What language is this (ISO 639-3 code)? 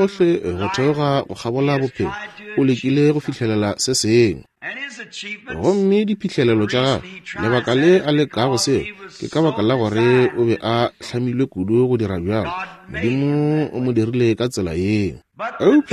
nso